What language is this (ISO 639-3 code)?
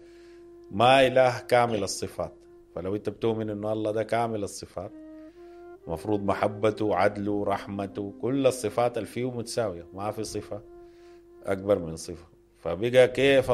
apd